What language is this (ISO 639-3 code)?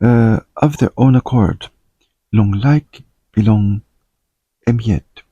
tpi